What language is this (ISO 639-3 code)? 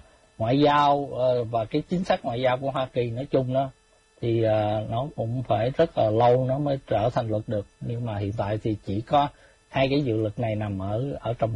vie